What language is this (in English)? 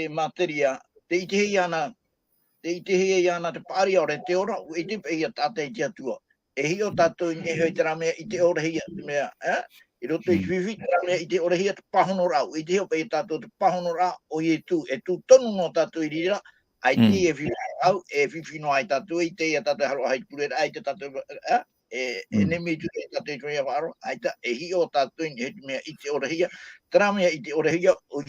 Tahitian